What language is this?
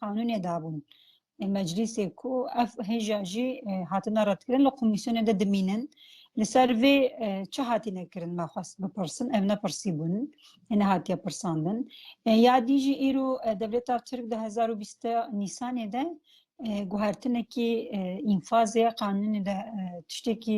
Kurdish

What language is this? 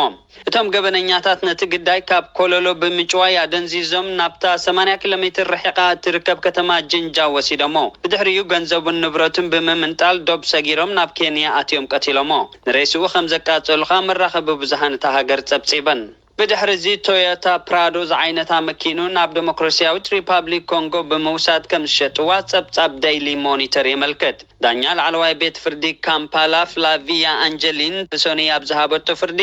Tigrinya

